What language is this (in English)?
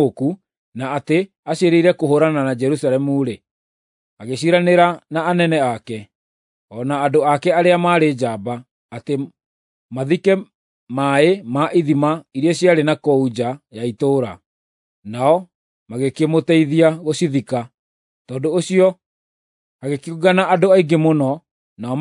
Kikuyu